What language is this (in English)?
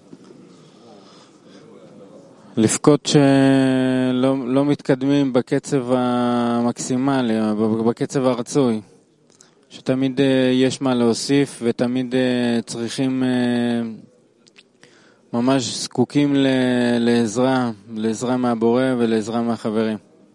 Hebrew